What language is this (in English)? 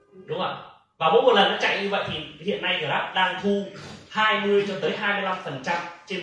Vietnamese